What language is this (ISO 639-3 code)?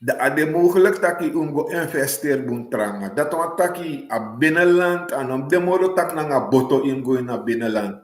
srn